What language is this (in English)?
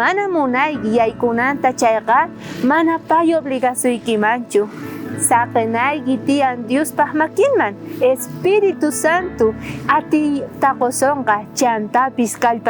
South Bolivian Quechua